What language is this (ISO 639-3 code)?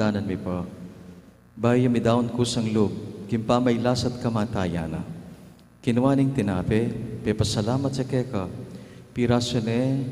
pam